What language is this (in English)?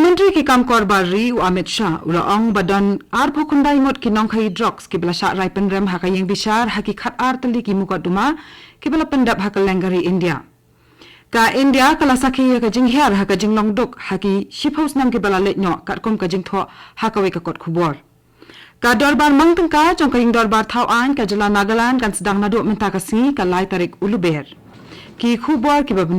Khasi